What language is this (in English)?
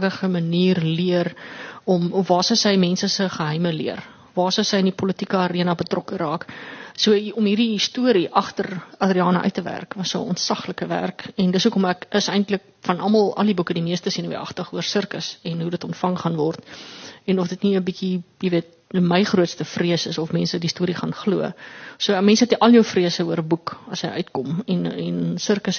Afrikaans